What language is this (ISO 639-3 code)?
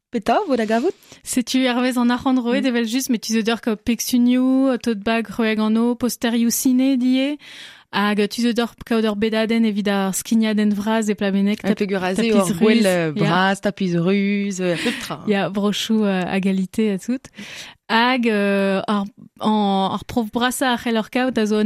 bre